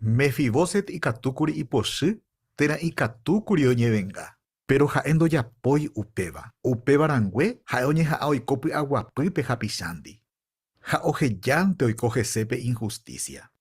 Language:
Guarani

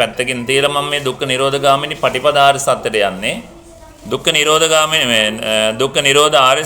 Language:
Sinhala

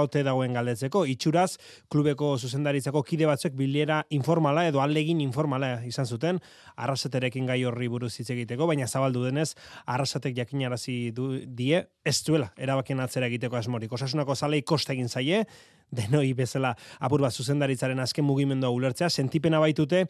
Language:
Basque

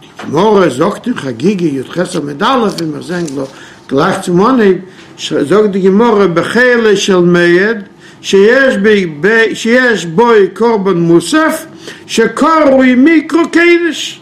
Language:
Yiddish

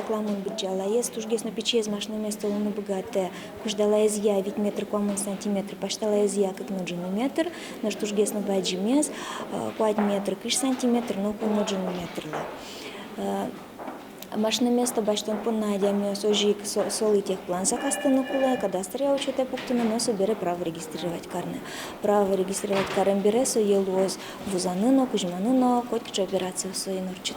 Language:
Udmurt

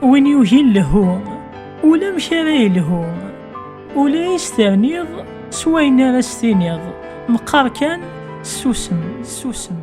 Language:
Kabyle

